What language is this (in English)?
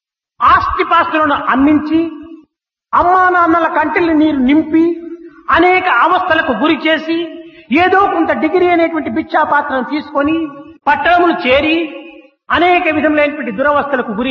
Telugu